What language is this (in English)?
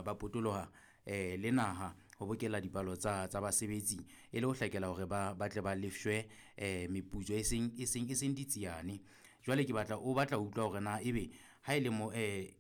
Southern Sotho